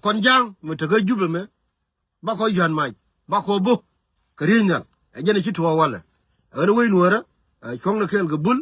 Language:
Nuer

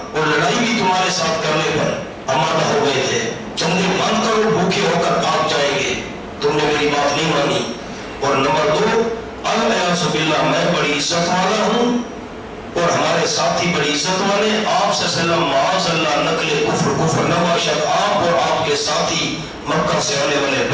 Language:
Urdu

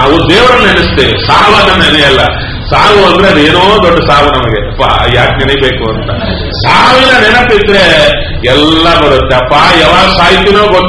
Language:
Kannada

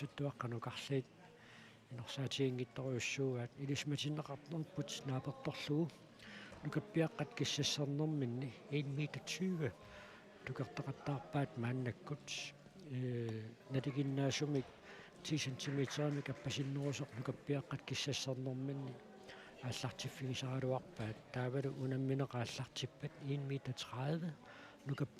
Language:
Kalaallisut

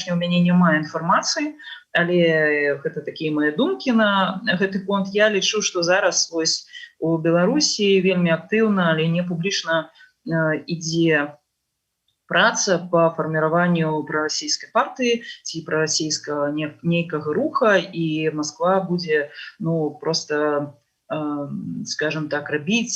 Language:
Belarusian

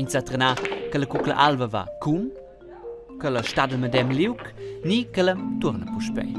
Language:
Romansh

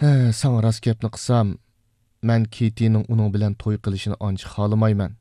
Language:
Uyghur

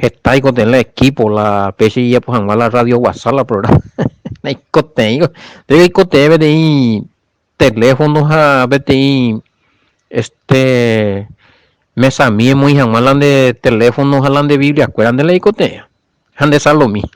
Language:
Guarani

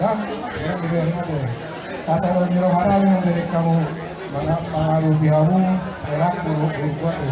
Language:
Batak Toba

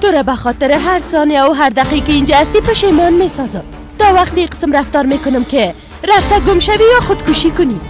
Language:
Persian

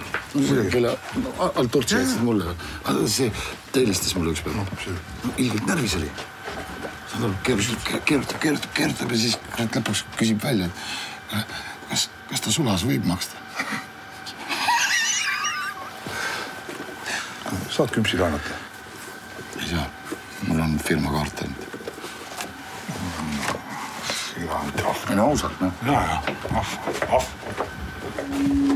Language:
Estonian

